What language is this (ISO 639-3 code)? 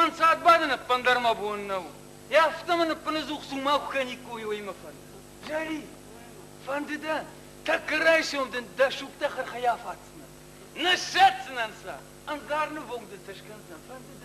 oss